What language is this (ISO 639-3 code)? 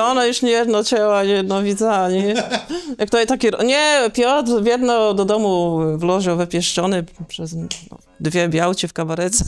csb